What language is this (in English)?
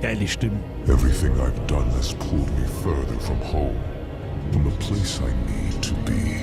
Bavarian